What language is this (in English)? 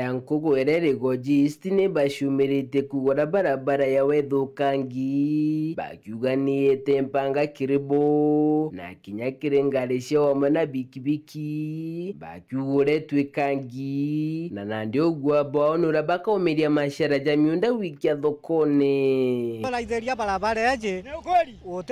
Meru